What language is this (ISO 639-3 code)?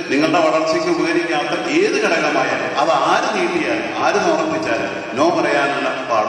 mal